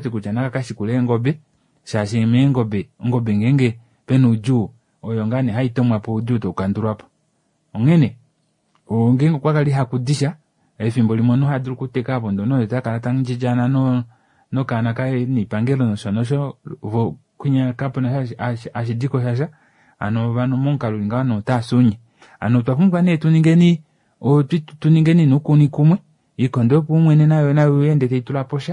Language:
Kuanyama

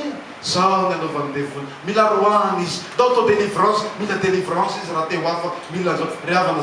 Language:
Malagasy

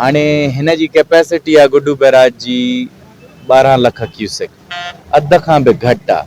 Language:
Sindhi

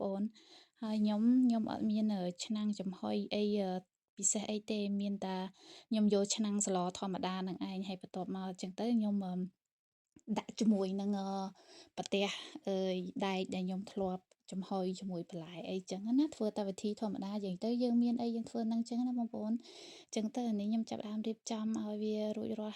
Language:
Khmer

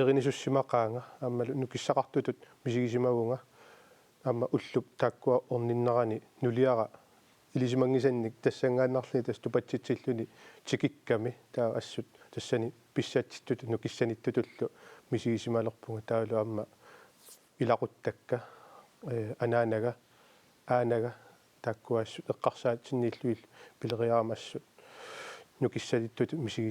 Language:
Kalaallisut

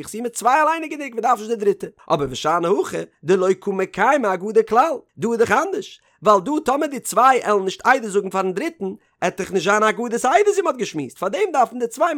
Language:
Yiddish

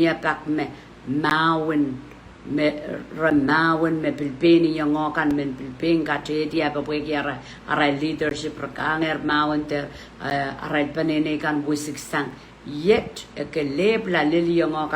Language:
Pohnpeian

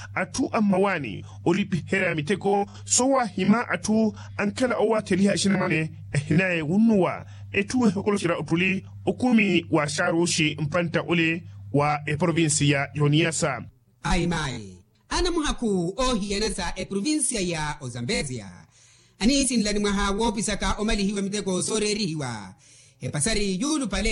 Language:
Makhuwa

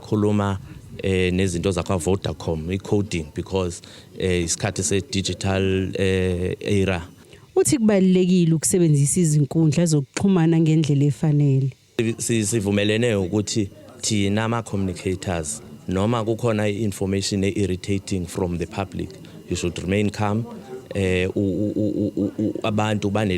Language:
Zulu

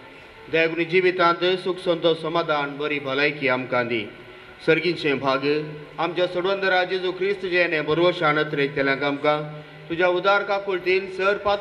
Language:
Konkani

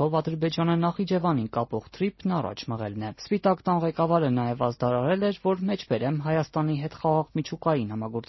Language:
Armenian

